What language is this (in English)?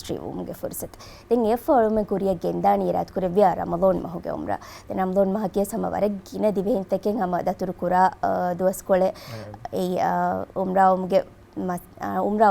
Divehi